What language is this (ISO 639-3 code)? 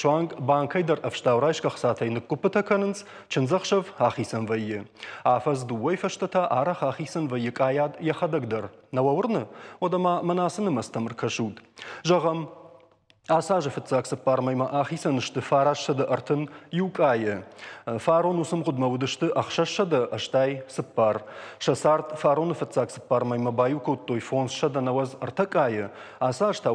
oss